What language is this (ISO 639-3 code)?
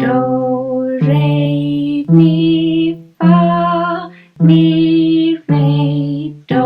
cym